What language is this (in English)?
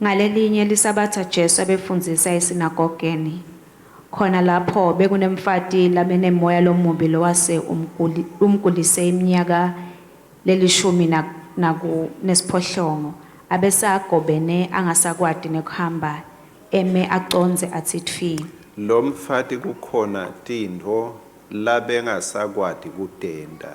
Swati